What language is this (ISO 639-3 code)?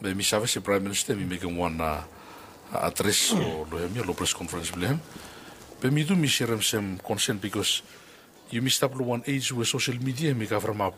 bis